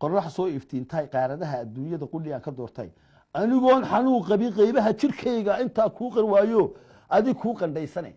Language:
Somali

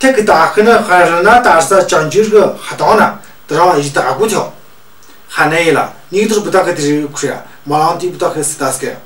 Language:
Tu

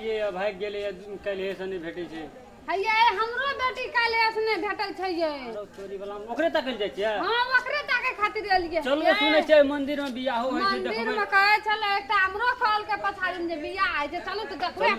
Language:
Maithili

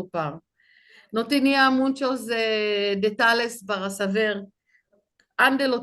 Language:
Ladino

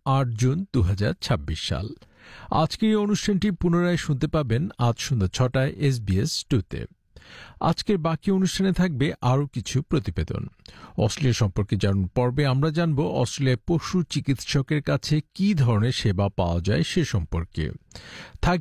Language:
Bangla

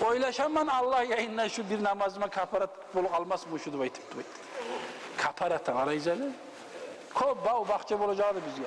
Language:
Kumyk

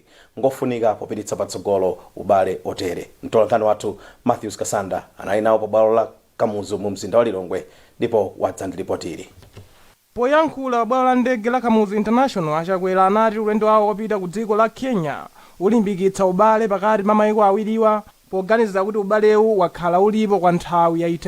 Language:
Nyanja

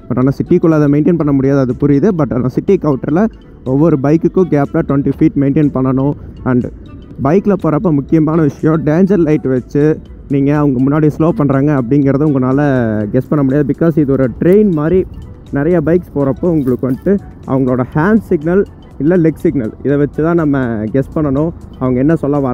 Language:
Tamil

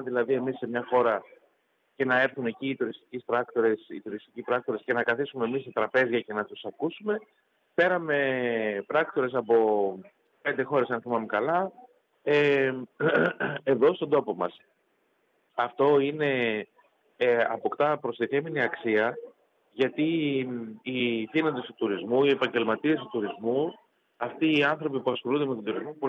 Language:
Greek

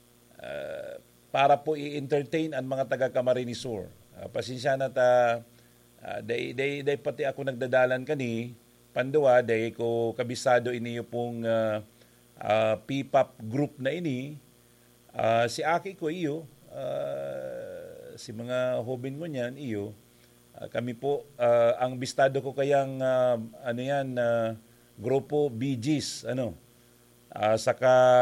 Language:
Bikol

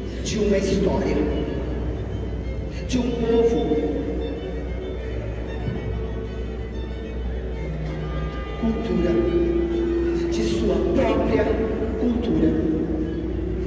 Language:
Portuguese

